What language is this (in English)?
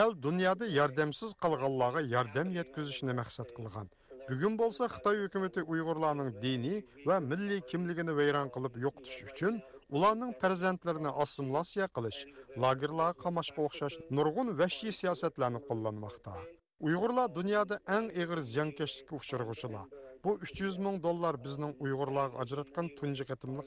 Uyghur